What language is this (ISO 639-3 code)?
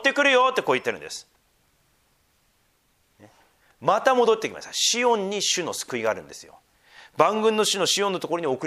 jpn